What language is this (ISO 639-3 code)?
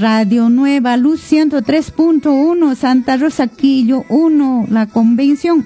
que